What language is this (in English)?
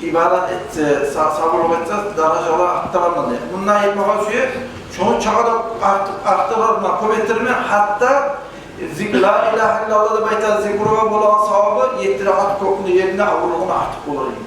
Kumyk